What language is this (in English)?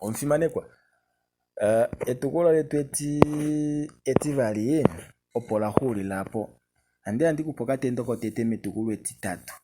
Kuanyama